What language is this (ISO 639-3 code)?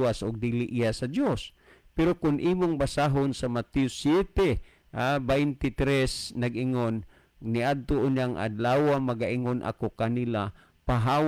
ceb